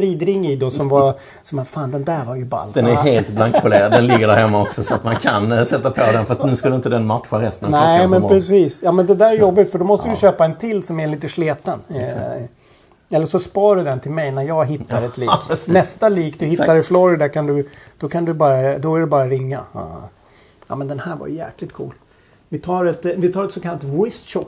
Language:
Swedish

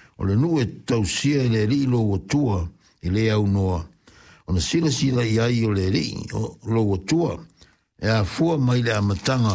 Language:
Samoan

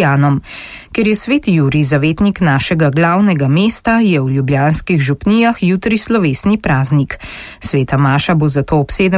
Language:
Slovenian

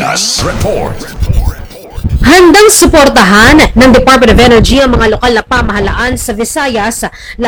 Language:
Filipino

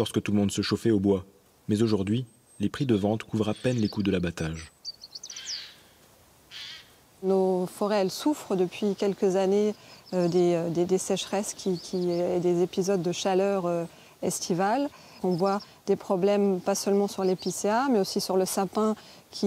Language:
French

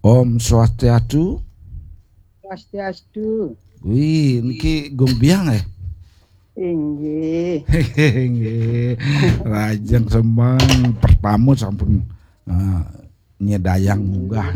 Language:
Balinese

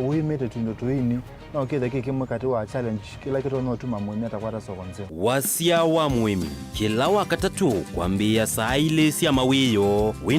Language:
Kamba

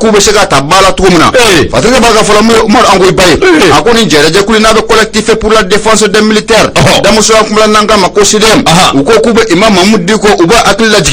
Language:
Bambara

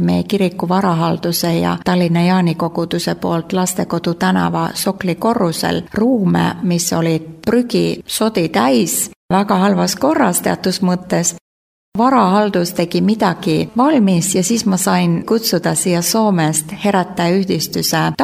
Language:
Estonian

